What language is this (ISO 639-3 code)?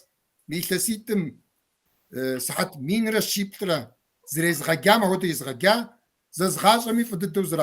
kbd